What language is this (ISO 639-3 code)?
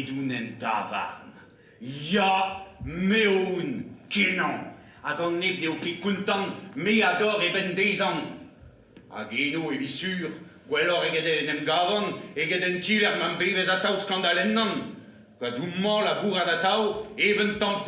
bre